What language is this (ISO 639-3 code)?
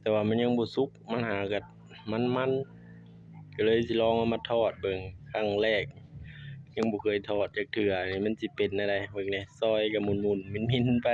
lao